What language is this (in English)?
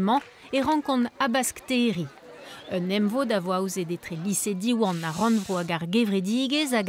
Breton